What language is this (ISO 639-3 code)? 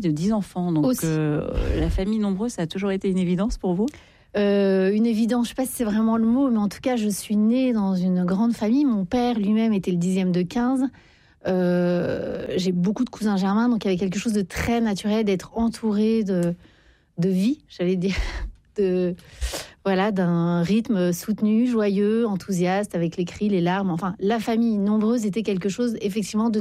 fra